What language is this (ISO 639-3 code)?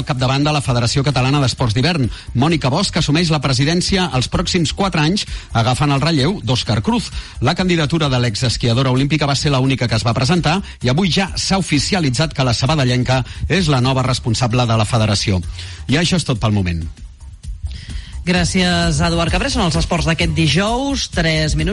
cat